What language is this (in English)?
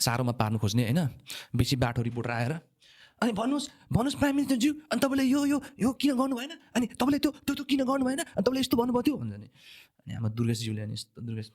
Nepali